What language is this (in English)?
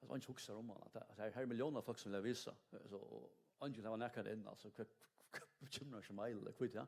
Faroese